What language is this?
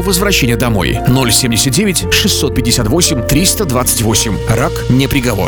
Romanian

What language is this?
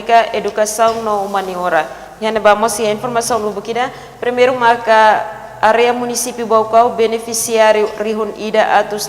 Tetum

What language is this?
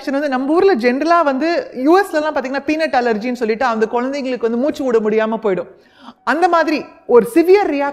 Tamil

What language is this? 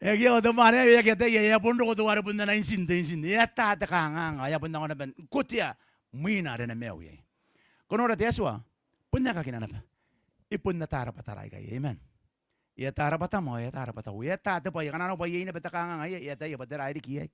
Gilbertese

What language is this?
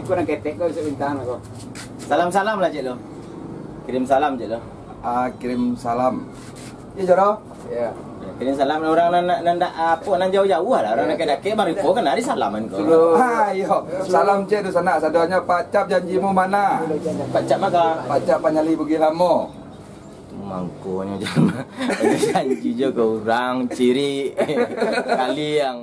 Minangkabau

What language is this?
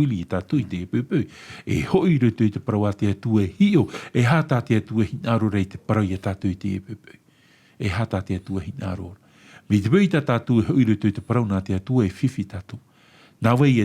Tahitian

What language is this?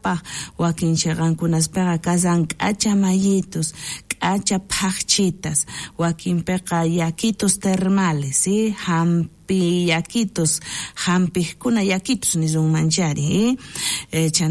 South Bolivian Quechua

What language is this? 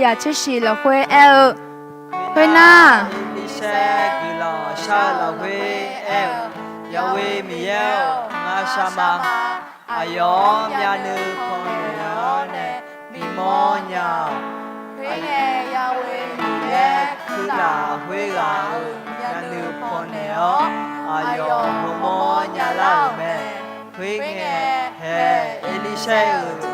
Akha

